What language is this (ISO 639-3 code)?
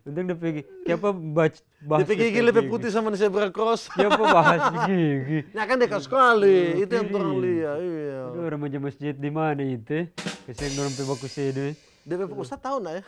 xmm